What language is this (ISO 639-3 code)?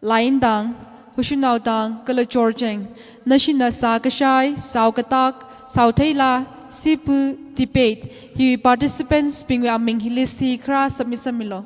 nmf